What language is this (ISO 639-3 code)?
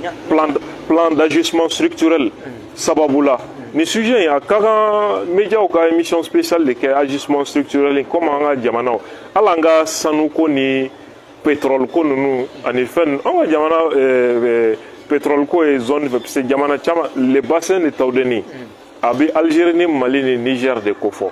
bam